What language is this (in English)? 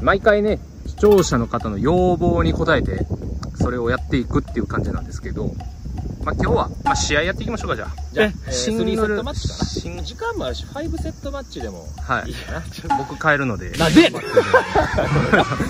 Japanese